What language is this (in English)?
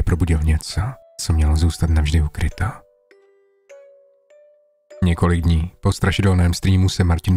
Czech